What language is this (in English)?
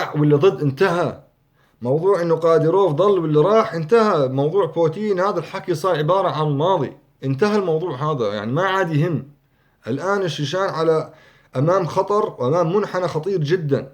North Levantine Arabic